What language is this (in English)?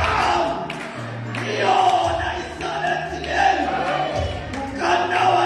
Southern Sotho